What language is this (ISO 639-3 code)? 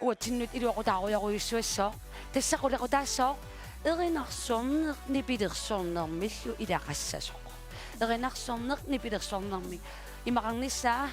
kal